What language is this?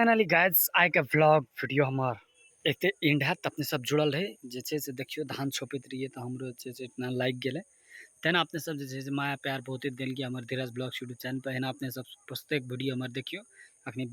Maithili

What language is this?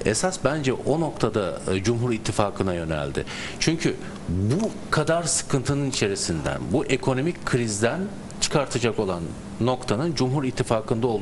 Turkish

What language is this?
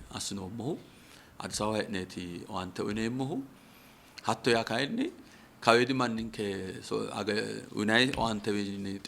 Sidamo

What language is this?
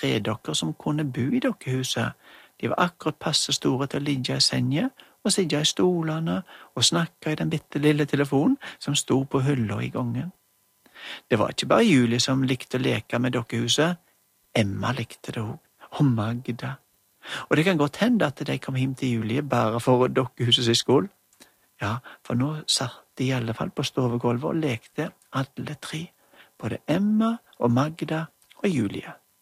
Norwegian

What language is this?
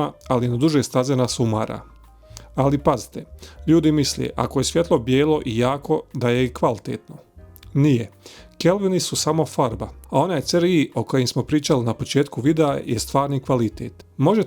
Bosnian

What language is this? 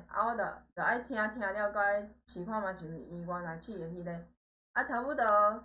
Min Nan Chinese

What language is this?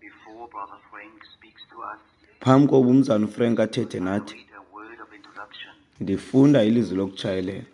Xhosa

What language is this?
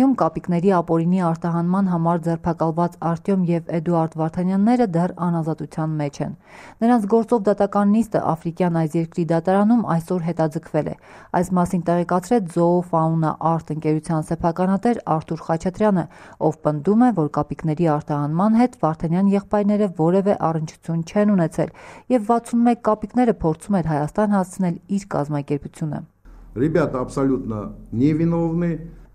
Armenian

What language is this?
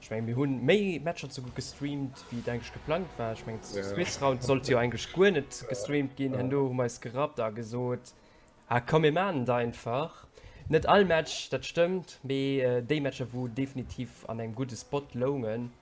Luxembourgish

